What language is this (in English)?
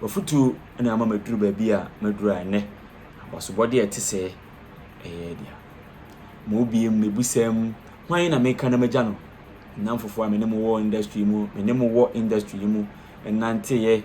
Akan